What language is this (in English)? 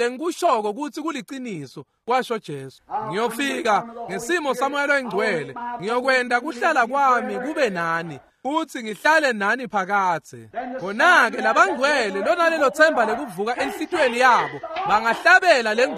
Swati